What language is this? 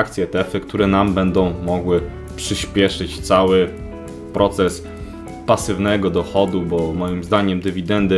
Polish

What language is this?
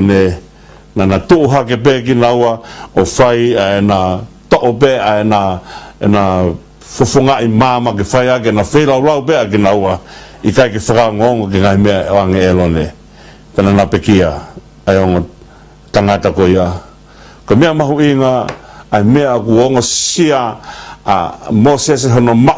Tongan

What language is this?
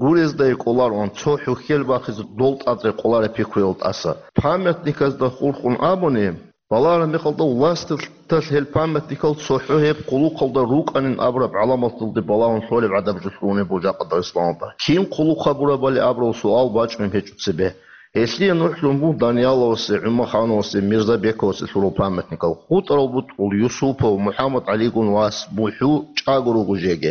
Avaric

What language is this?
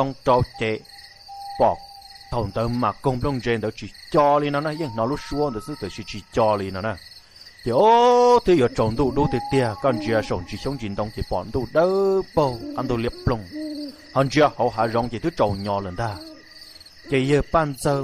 Hmong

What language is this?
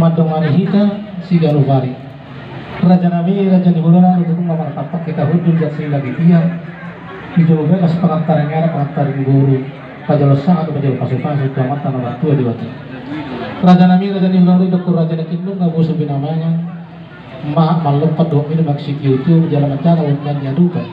Batak Toba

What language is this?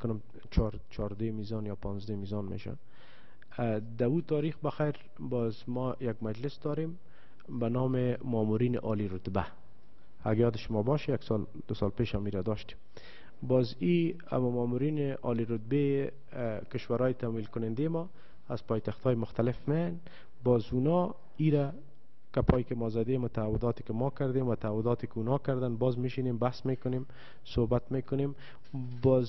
Persian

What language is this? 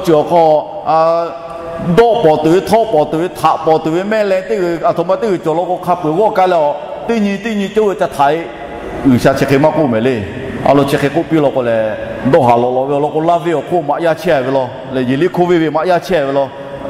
Lahu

